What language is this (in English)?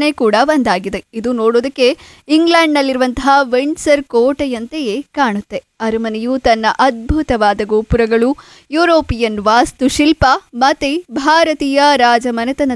Kannada